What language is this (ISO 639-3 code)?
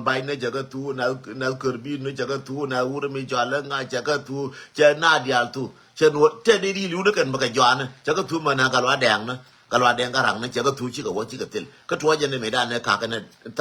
nus